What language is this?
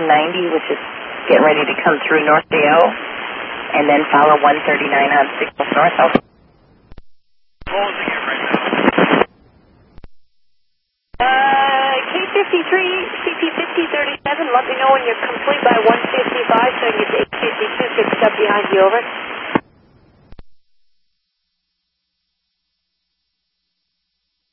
English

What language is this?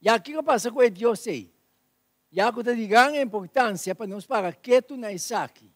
Papiamento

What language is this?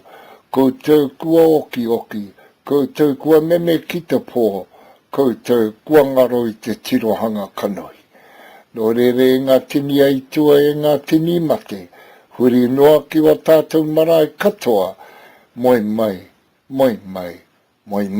Māori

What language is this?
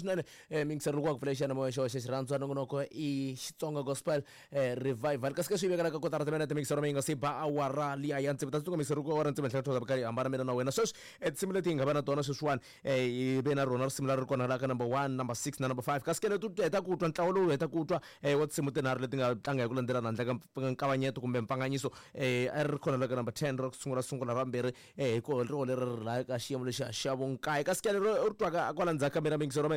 Tsonga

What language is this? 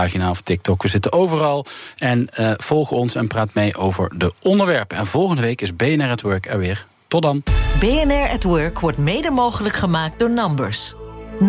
Dutch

